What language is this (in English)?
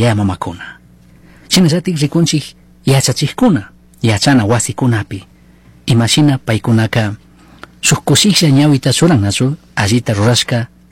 Chimborazo Highland Quichua